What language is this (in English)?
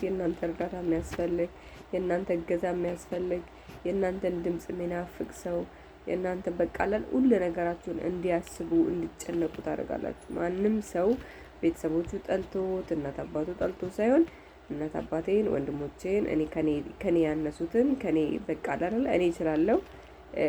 Amharic